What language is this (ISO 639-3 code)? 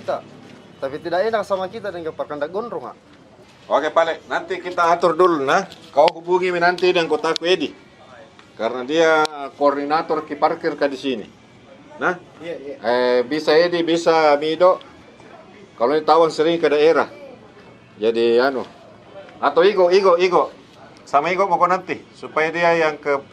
mfp